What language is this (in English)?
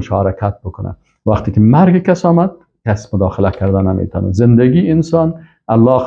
Persian